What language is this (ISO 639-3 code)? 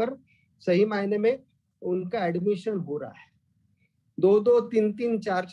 hin